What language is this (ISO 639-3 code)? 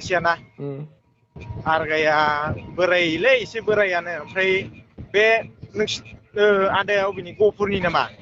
brx